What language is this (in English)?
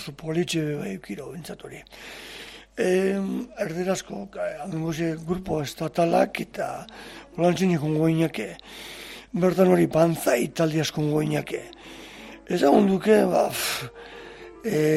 Basque